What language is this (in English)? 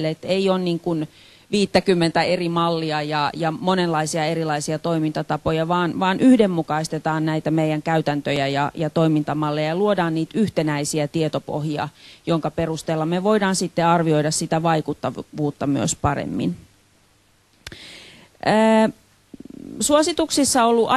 Finnish